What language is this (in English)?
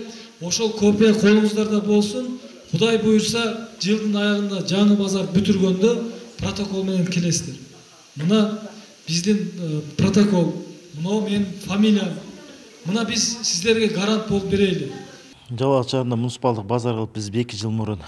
Kyrgyz